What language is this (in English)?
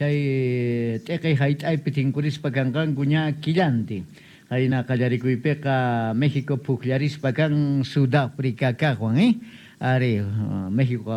South Bolivian Quechua